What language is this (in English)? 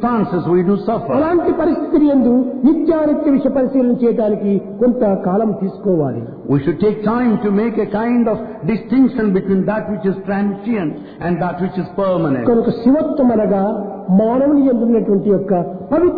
Telugu